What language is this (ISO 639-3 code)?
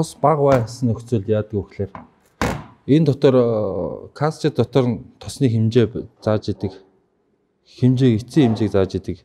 mon